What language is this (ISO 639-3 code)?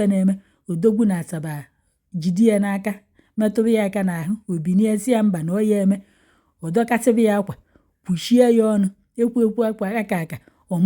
ibo